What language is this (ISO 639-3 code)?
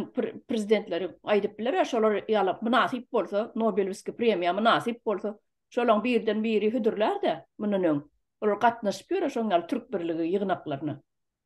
tuk